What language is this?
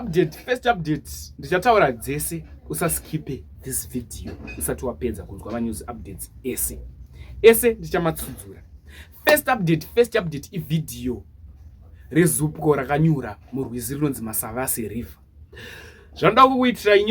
Shona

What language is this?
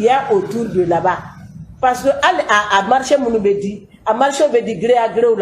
Bambara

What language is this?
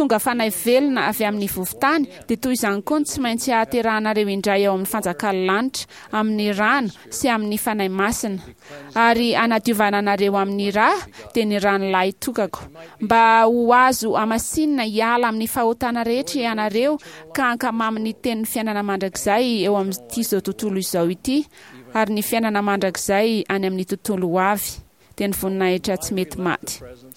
Malagasy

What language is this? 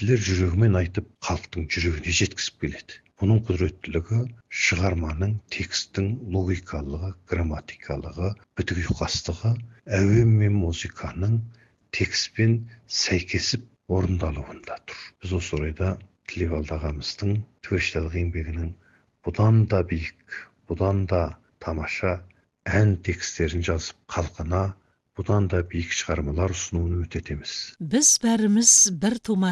Kazakh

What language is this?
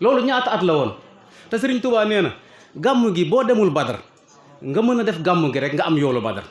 Wolof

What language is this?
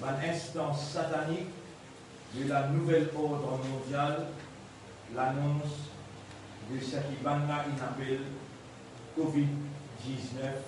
Morisyen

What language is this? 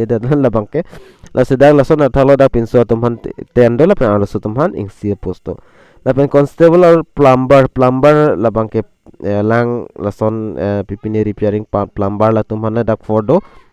Karbi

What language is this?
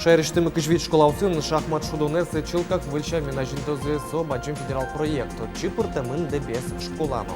Udmurt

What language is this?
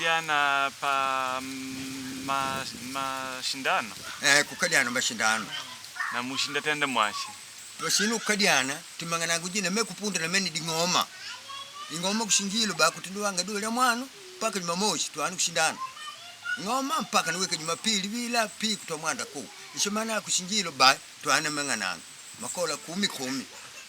Makonde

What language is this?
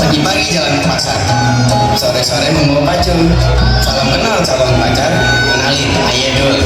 Betawi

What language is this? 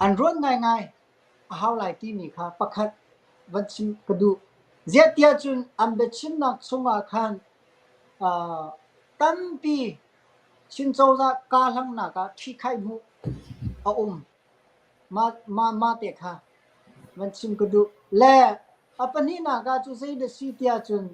Hakha Chin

